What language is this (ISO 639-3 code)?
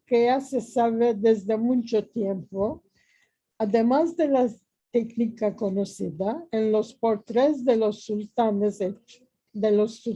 lad